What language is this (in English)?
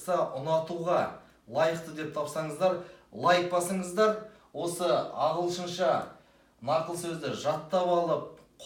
Kazakh